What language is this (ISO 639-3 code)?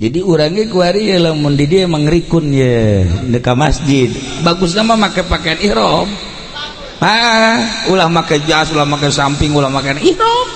sun